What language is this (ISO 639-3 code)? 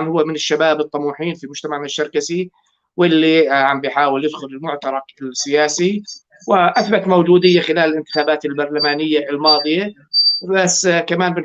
apc